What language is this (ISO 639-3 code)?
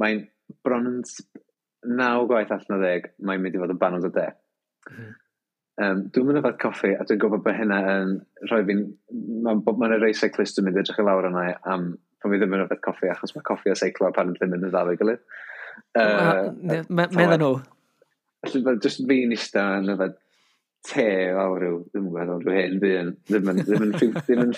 cym